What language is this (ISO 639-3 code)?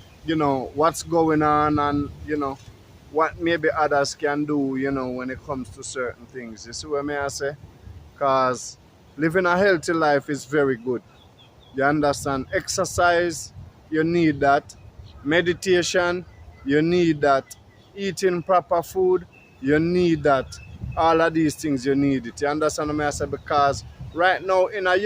jam